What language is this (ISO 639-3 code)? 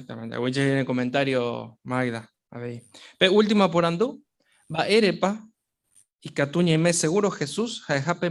grn